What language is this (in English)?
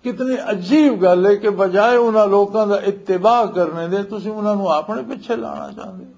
Western Panjabi